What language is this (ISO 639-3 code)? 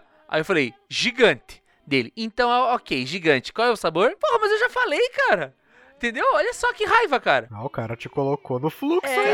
por